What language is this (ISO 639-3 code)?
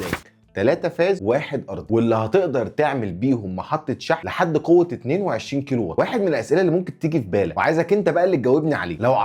arz